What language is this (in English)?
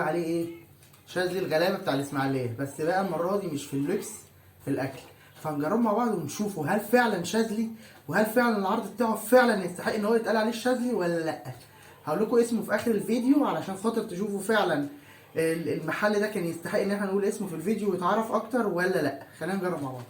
Egyptian Arabic